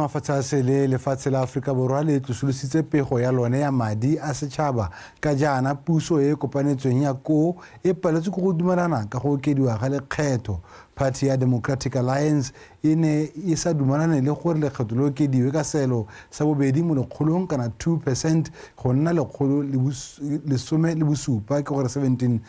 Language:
Tswana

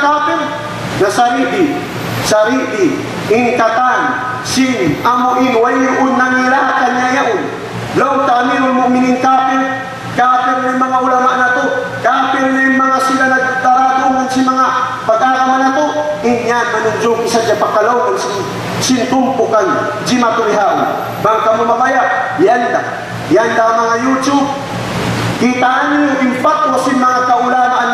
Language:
Tausug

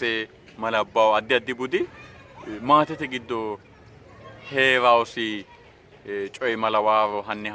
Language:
Sidamo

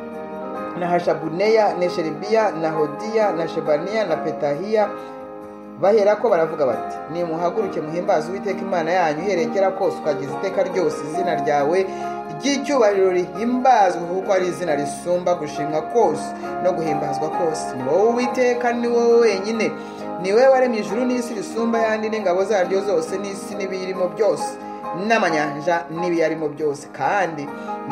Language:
Kinyarwanda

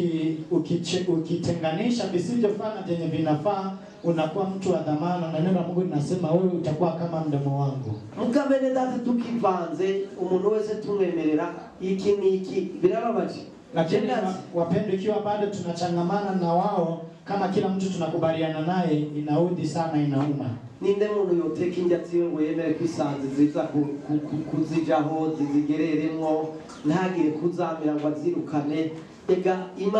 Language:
Swahili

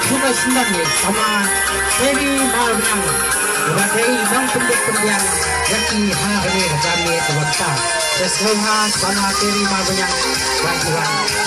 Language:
Khasi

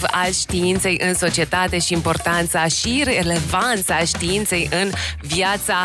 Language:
Romanian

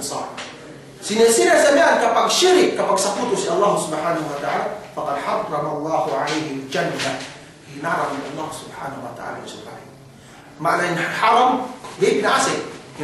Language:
Yakan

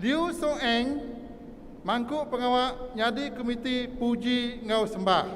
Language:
Iban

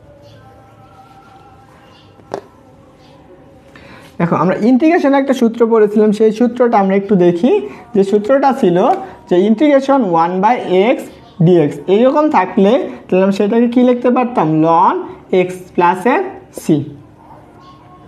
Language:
Bangla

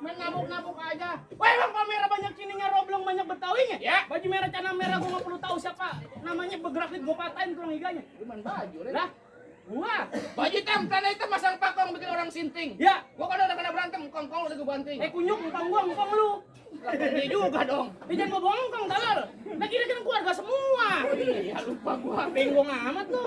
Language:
Betawi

